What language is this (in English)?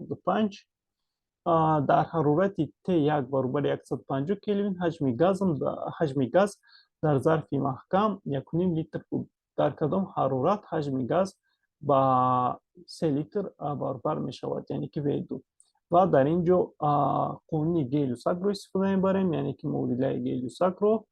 Tajik